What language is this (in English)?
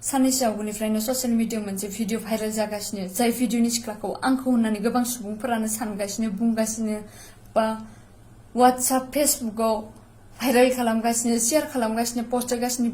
Bodo